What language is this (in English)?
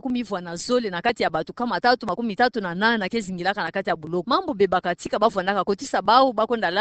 Kituba (Democratic Republic of Congo)